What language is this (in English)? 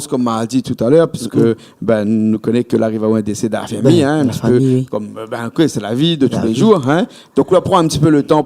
Réunion Creole French